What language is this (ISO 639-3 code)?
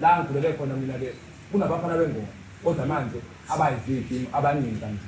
zul